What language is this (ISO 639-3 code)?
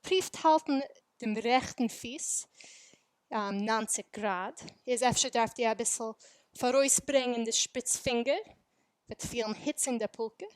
yid